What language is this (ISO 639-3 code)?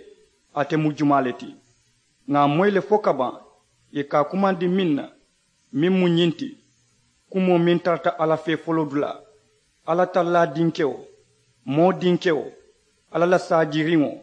man